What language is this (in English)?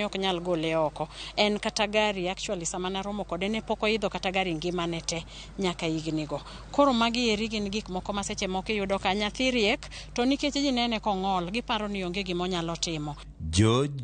Luo (Kenya and Tanzania)